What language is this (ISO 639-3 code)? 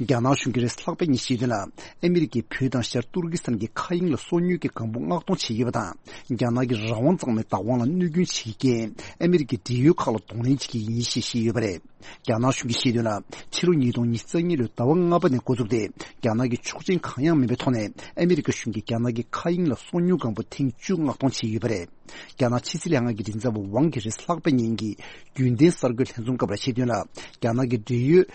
bod